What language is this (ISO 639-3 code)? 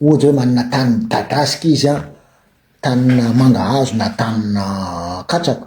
mlg